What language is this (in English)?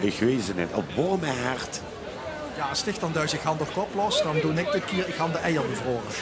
Limburgish